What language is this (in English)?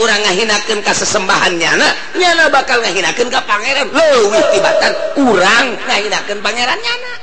Sundanese